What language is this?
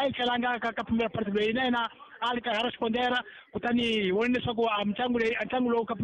Tsonga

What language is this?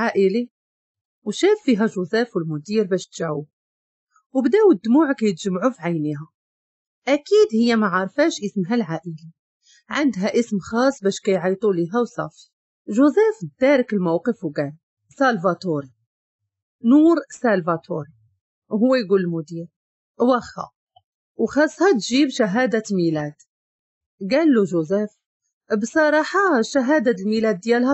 Moroccan Arabic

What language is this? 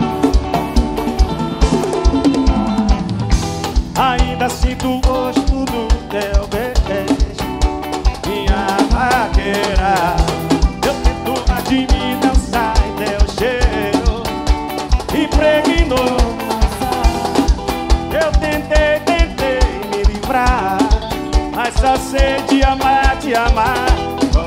Portuguese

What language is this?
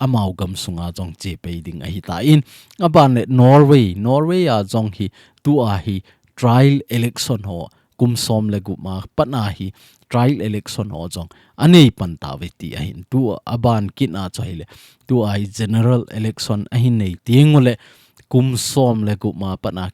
Thado Chin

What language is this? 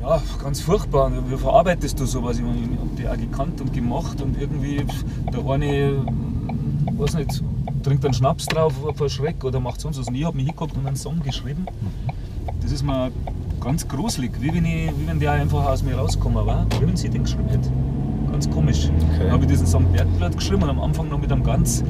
Bavarian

